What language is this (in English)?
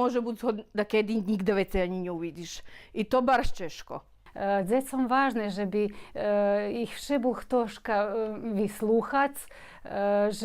Rusyn